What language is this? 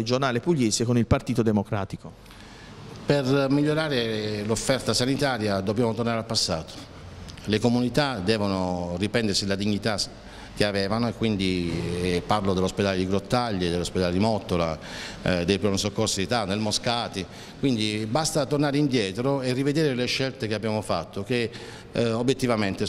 Italian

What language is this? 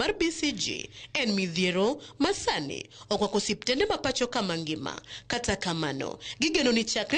Luo (Kenya and Tanzania)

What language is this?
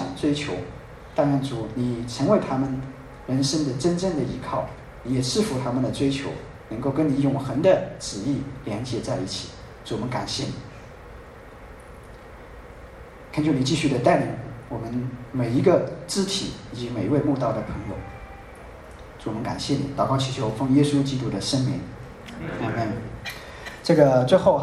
Chinese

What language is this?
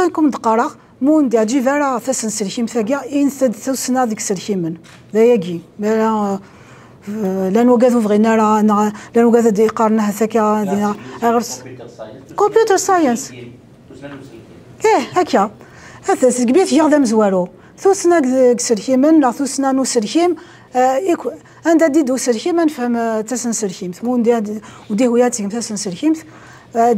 Kabyle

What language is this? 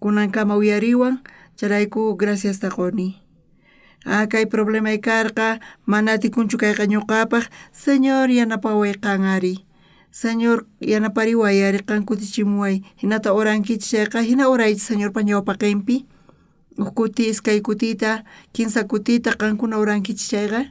South Bolivian Quechua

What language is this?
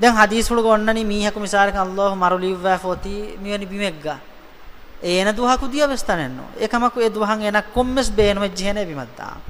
Divehi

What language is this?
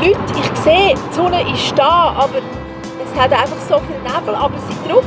Swiss German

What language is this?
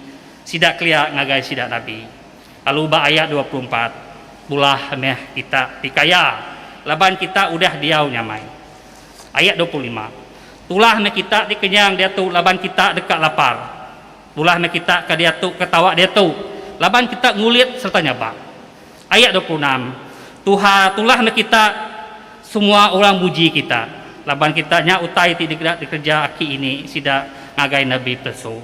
Iban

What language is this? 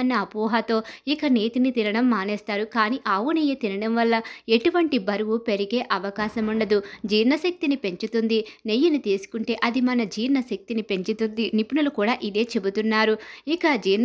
Telugu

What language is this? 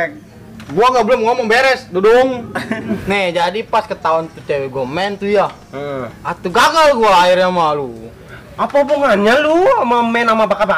Betawi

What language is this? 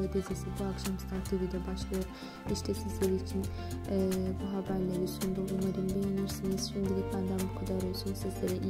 Turkish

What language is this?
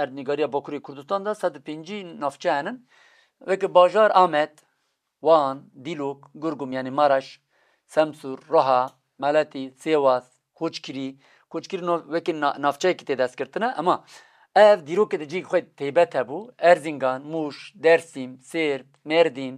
Kurdish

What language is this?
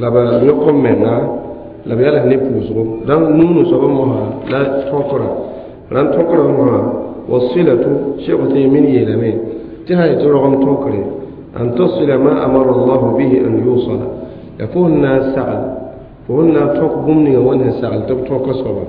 Mossi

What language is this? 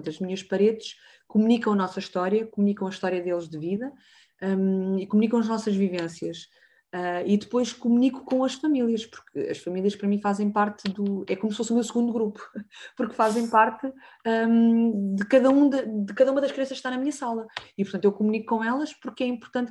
Portuguese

